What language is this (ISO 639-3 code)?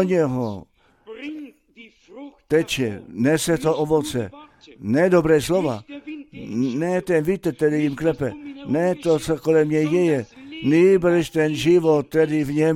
ces